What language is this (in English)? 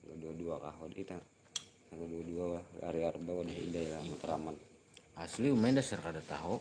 Banjar